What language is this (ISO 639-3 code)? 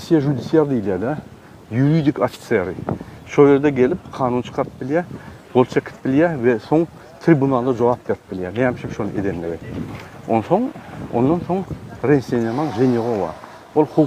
tuk